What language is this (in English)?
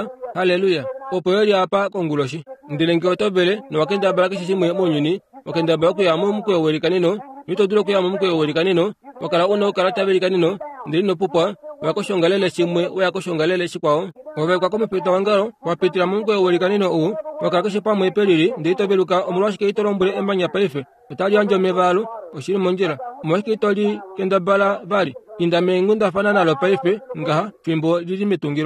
Kuanyama